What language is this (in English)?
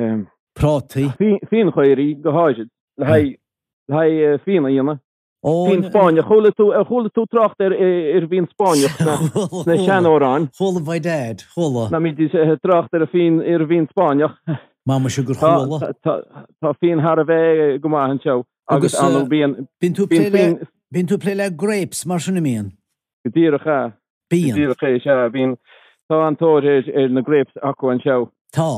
Irish